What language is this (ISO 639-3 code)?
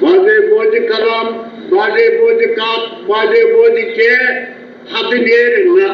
kas